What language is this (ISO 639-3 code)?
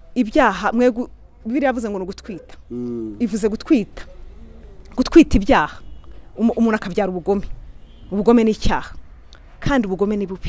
kin